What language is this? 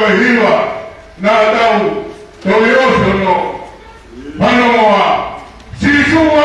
Tongan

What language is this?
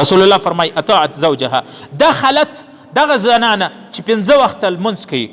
Pashto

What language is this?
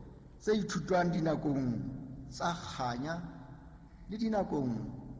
Southern Sotho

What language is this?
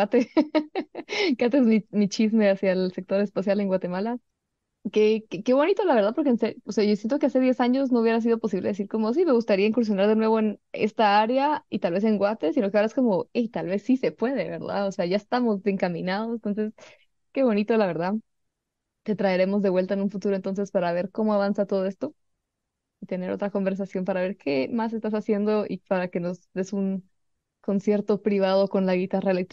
Spanish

